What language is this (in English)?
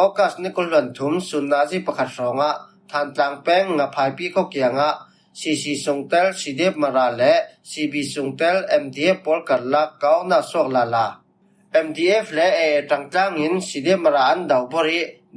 Falam Chin